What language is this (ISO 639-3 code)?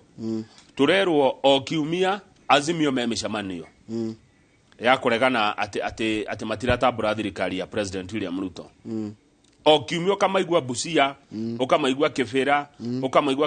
kik